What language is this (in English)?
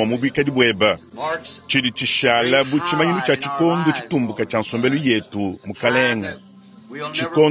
Luba-Lulua